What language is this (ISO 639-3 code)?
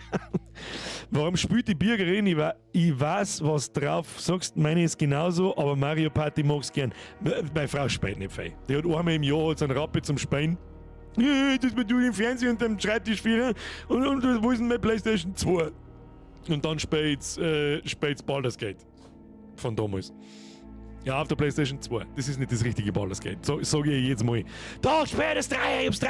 bar